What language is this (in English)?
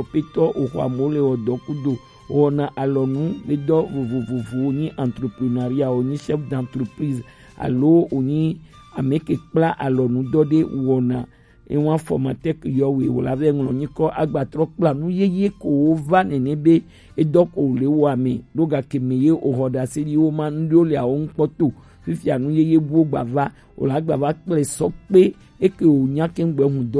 Gen